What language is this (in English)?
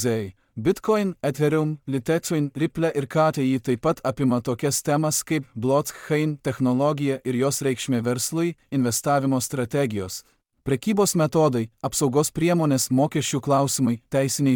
Lithuanian